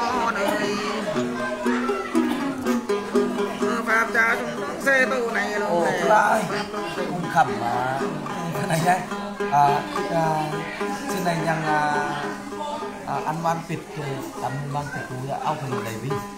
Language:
Vietnamese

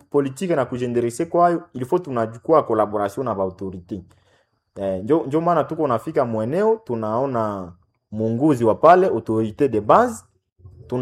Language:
Swahili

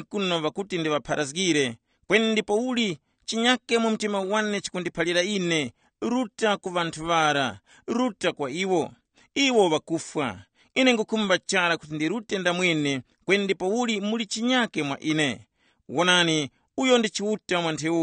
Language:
Tumbuka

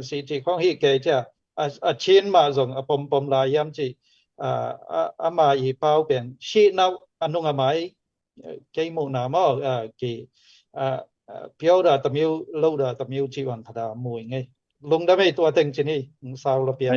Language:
Tedim Chin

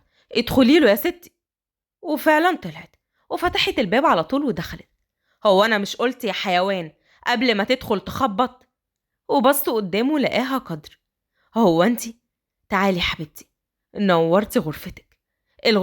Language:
Egyptian Arabic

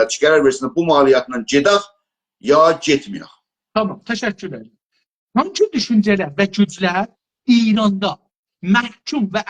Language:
South Azerbaijani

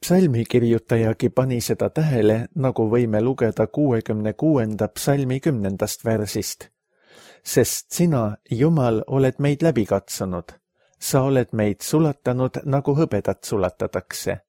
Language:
Estonian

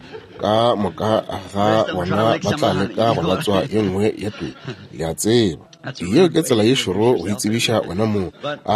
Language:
Northern Sotho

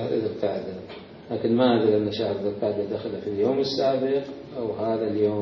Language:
Mesopotamian Arabic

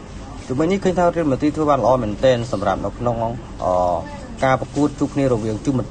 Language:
Khmer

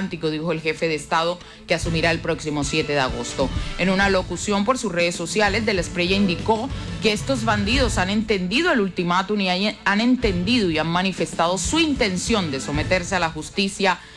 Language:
Spanish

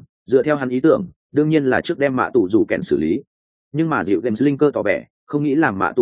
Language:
Vietnamese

